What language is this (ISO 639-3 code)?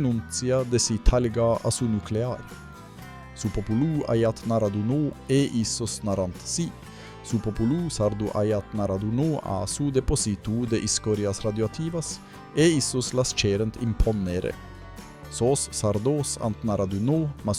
srd